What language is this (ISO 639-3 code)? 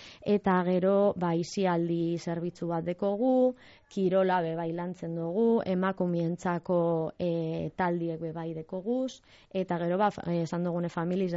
eus